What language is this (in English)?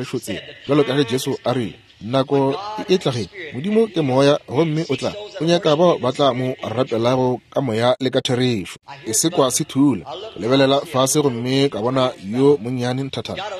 Northern Sotho